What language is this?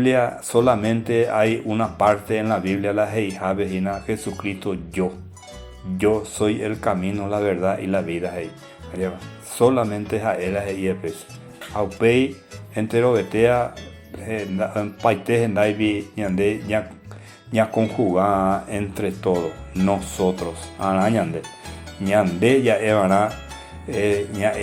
Guarani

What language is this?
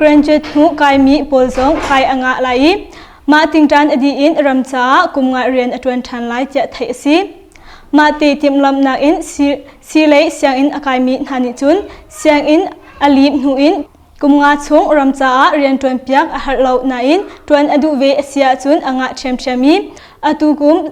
Hakha Chin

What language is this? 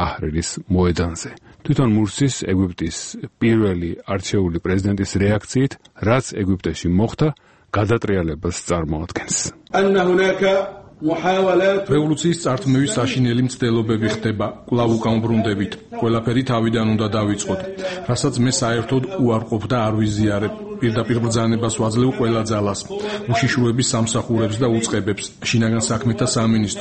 Georgian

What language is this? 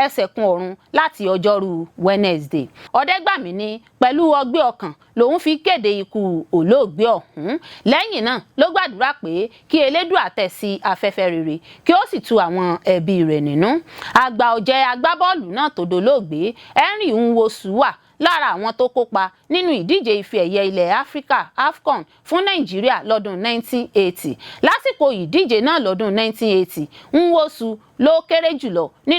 Yoruba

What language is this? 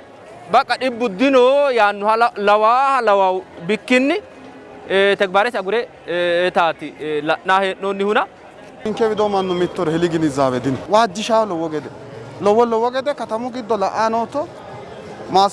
Sidamo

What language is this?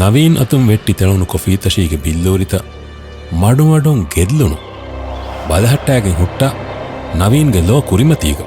Divehi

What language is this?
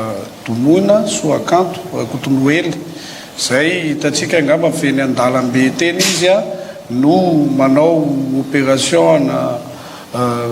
Malagasy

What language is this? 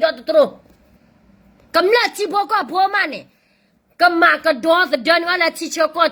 S'gaw Karen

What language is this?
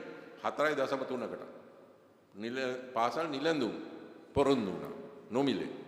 Sinhala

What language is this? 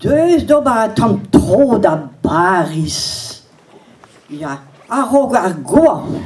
Breton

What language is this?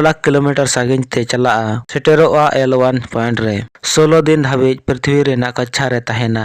Santali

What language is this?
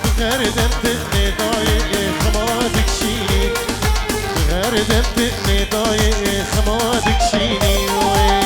Kurdish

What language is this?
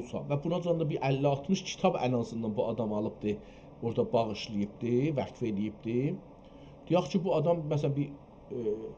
South Azerbaijani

